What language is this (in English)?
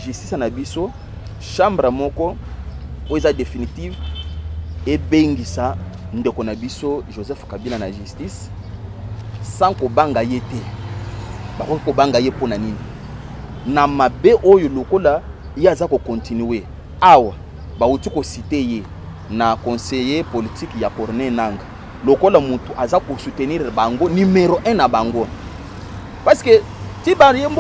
Lingala